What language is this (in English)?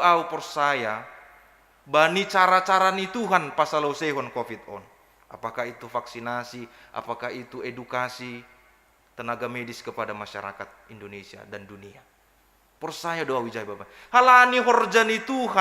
Batak Simalungun